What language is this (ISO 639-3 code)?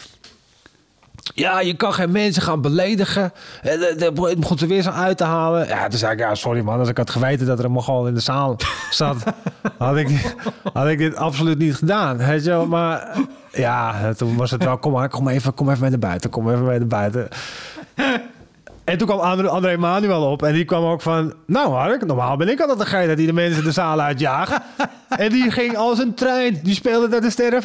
nld